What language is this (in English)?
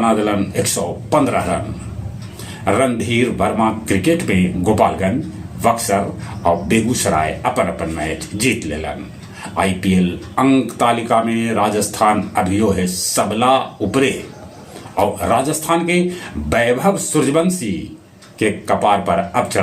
Magahi